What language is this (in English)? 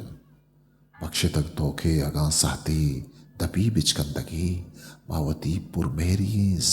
Eastern Balochi